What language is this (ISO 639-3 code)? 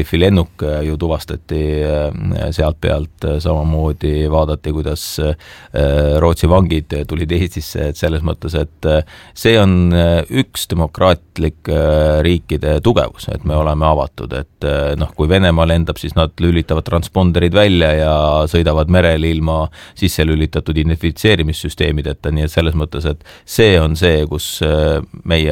est